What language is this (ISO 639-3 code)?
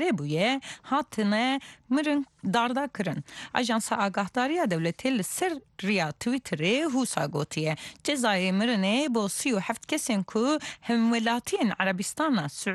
kur